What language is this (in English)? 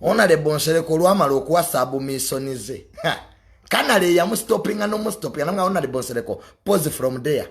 Ganda